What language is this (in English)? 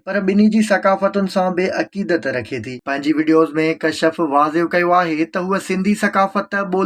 Sindhi